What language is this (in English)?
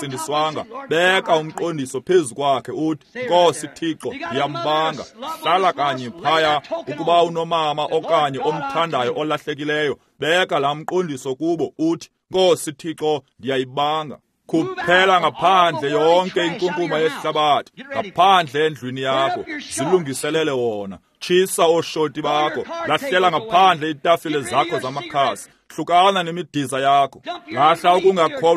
Xhosa